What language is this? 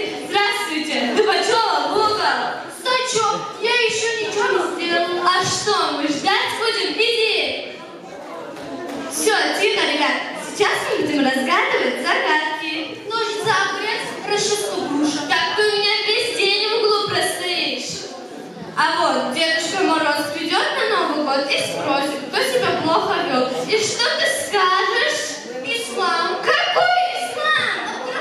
Russian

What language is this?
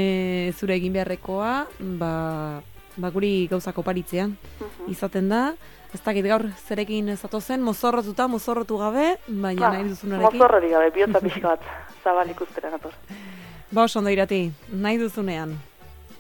Basque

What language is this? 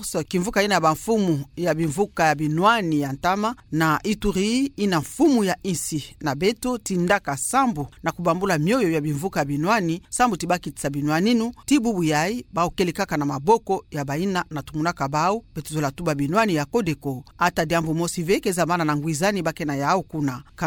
Kituba (Democratic Republic of Congo)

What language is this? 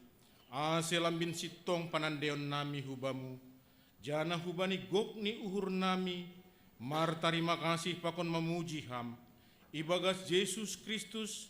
Batak Simalungun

